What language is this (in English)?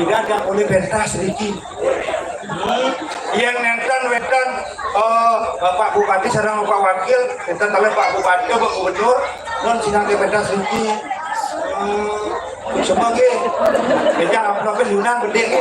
Balinese